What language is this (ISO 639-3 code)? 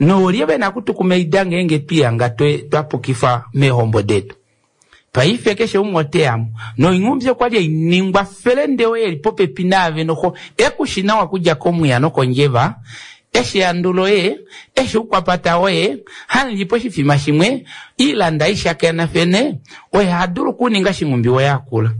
kua